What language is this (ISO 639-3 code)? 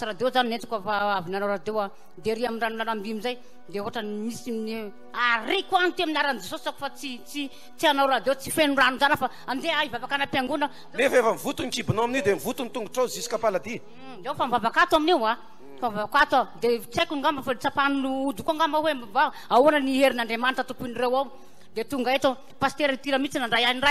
mlg